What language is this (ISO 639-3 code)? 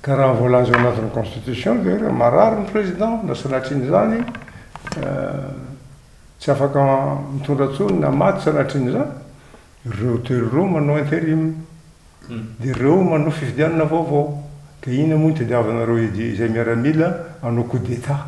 mlg